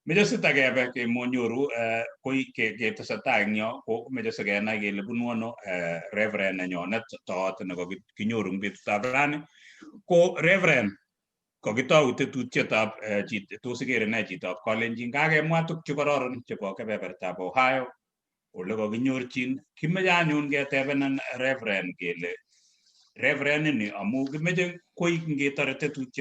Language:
Kalenjin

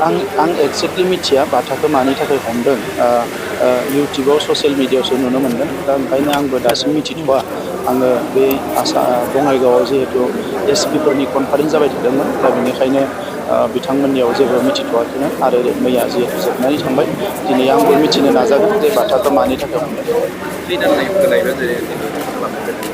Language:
Bodo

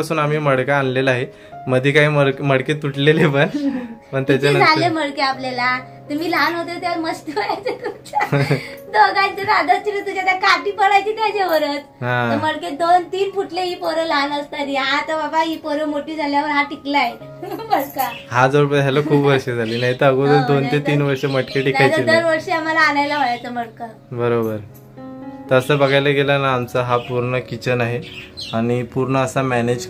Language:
Marathi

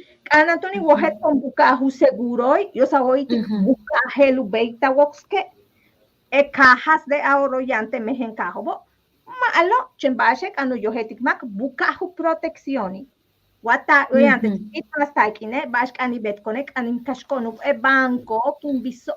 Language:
Yucateco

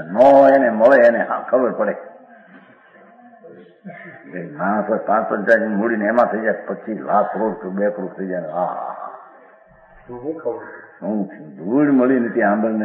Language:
Gujarati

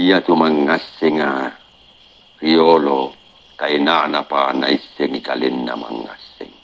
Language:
Makasar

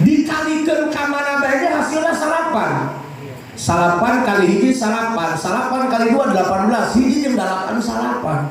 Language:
Sundanese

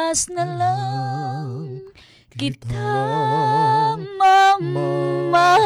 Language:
Filipino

